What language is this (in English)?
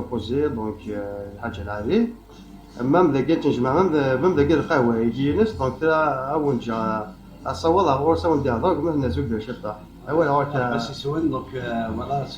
Kabyle